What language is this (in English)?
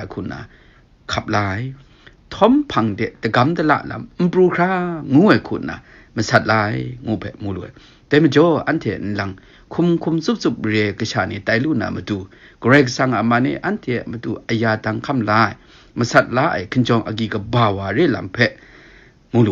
Kachin